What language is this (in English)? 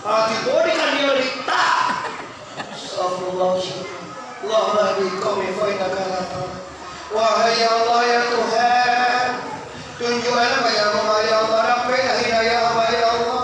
Minangkabau